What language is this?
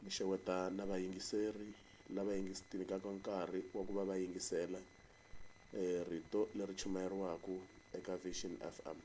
Tsonga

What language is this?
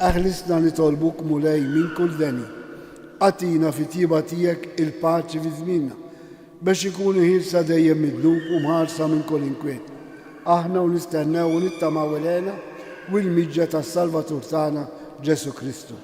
Maltese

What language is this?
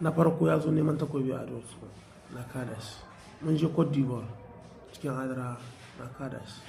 Hausa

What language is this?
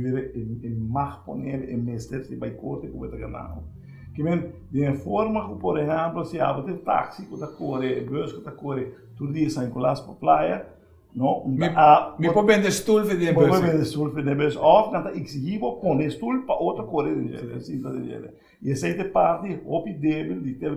Papiamento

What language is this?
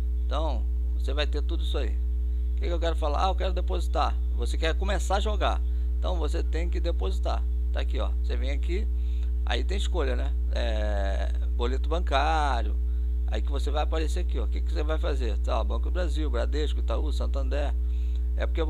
Portuguese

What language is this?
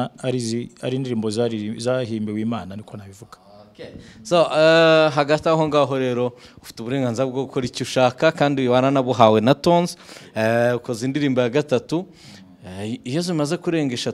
Kinyarwanda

